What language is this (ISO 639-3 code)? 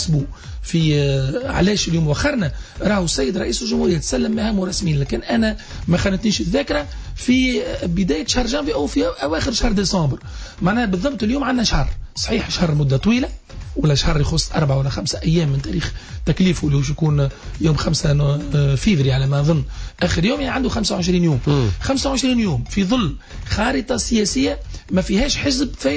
aeb